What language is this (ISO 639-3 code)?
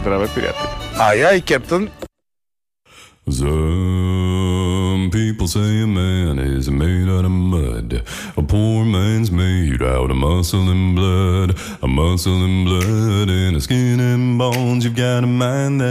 bul